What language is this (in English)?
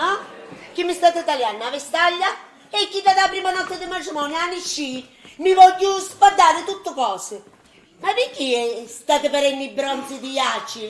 Sicilian